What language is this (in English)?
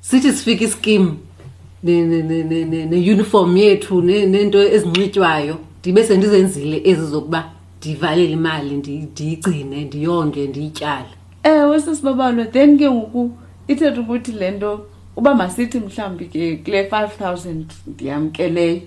Xhosa